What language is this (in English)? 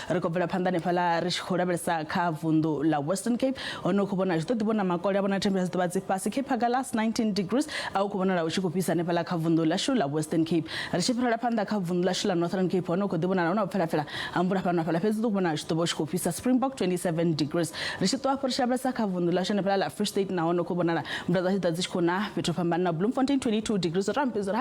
Venda